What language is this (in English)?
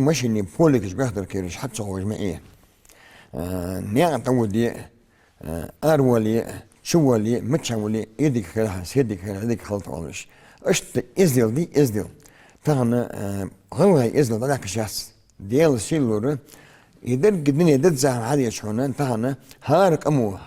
Ingush